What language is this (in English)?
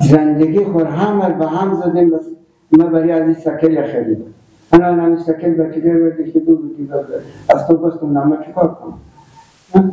Persian